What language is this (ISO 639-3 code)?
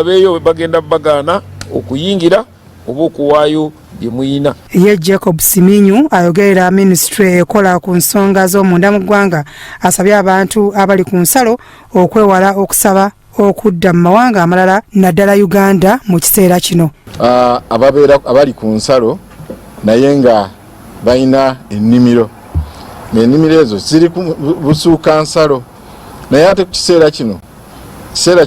lug